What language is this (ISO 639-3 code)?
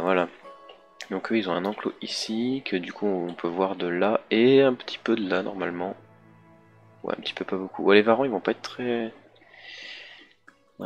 fra